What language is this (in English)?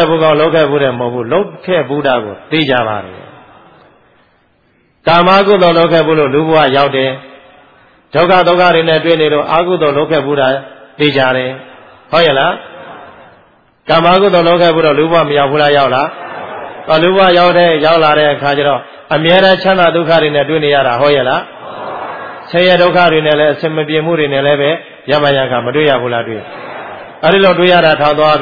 Burmese